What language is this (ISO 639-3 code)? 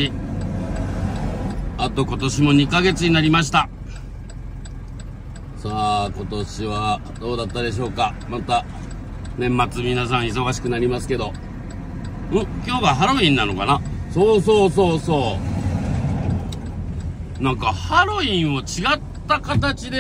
jpn